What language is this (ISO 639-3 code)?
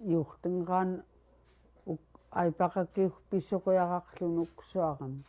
esu